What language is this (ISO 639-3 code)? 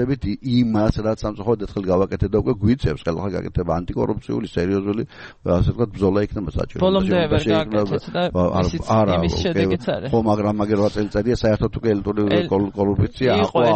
kat